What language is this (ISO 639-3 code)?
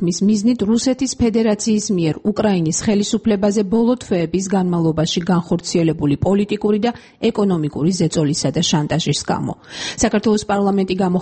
kat